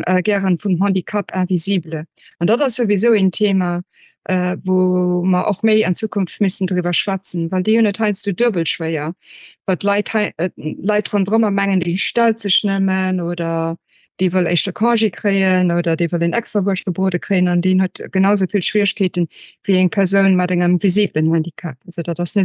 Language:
Luxembourgish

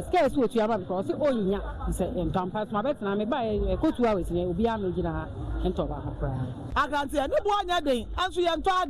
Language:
Akan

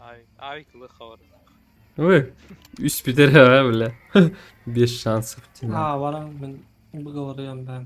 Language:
Yakut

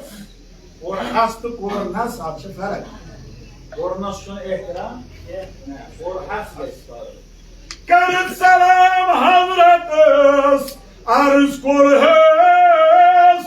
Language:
Kashmiri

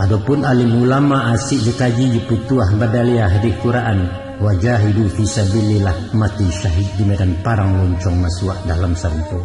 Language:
Minangkabau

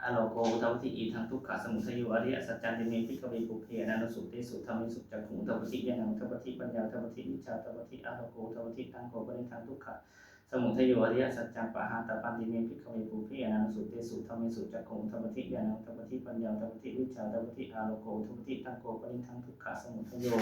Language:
Pali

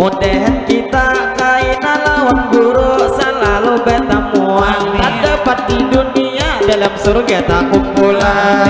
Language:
Banjar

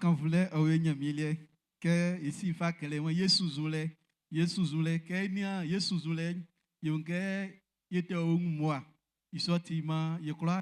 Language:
Baoulé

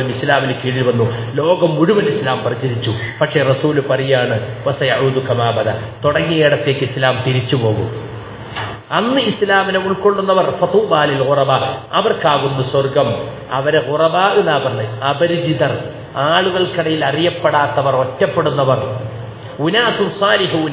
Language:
Malayalam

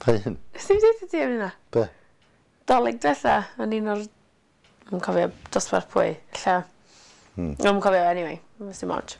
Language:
Welsh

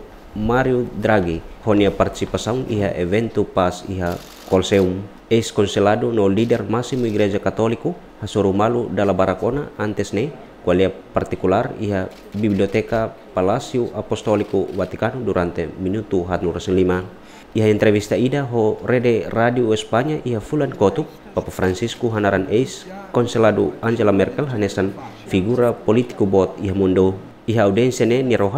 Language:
Tetum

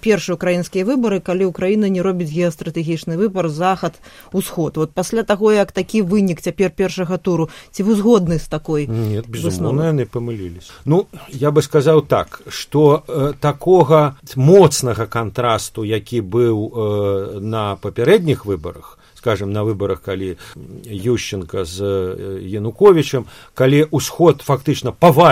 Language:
Belarusian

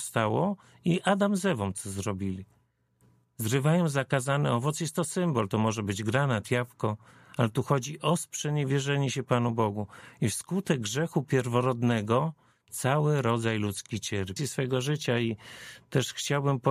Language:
Polish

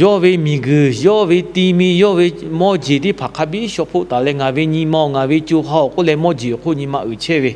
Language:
Lahu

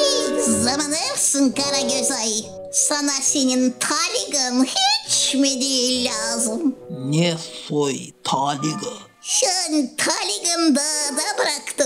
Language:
Gagauz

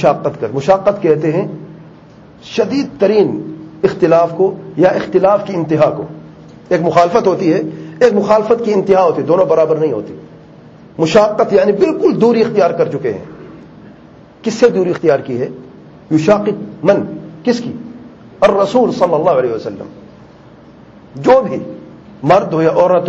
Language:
Urdu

